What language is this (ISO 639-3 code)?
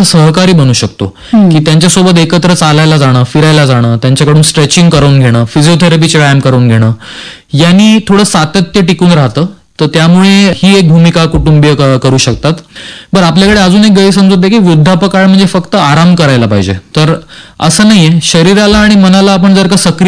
mar